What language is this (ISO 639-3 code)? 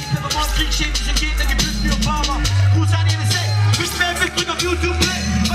deu